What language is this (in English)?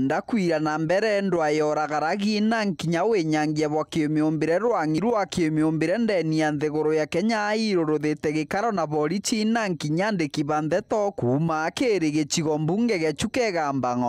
Meru